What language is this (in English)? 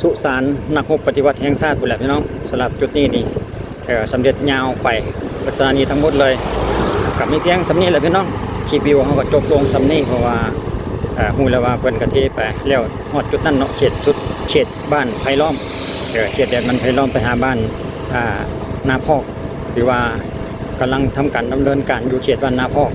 Lao